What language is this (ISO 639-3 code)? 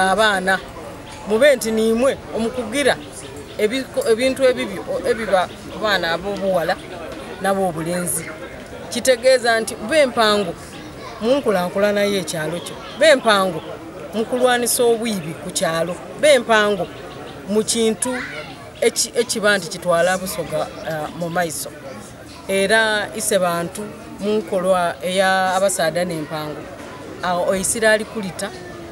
xog